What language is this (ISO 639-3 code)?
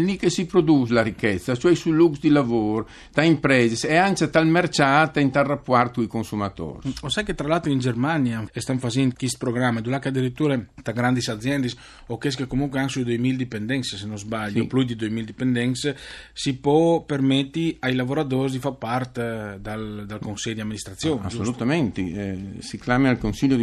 fur